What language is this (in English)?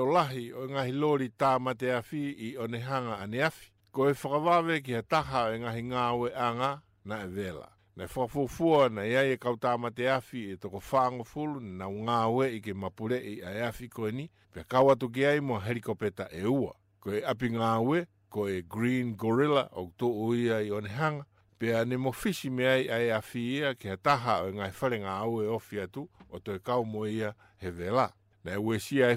Tongan